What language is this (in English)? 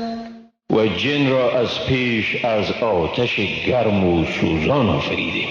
Persian